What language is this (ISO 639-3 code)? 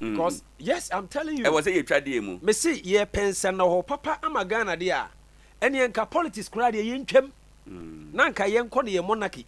aka